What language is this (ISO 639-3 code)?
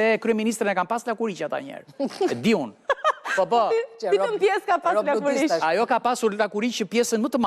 sqi